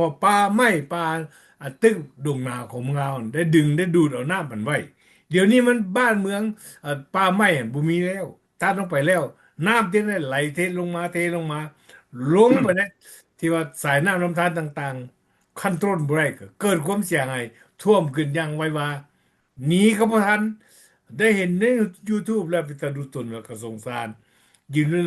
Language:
Lao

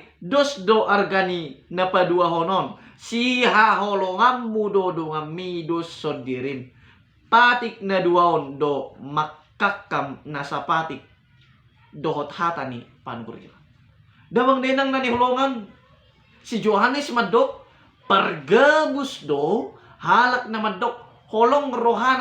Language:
Batak Toba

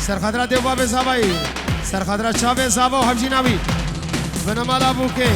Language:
Kurdish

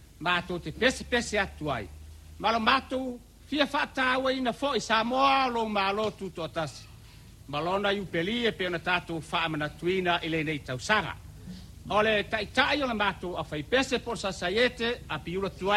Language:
Samoan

